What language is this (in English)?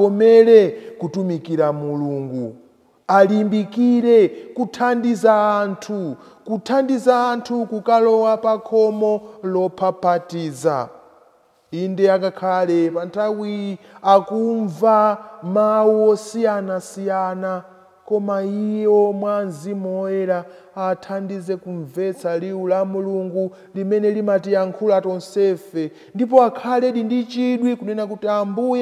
Nyanja